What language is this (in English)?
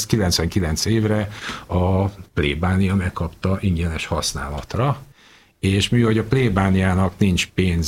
Hungarian